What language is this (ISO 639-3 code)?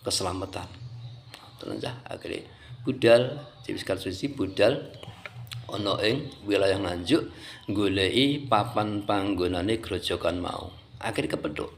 jav